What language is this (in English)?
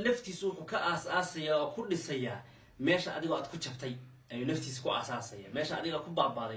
Somali